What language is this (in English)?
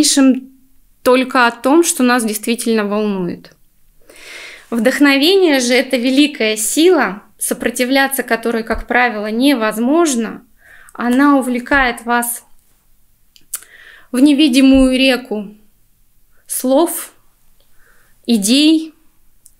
Russian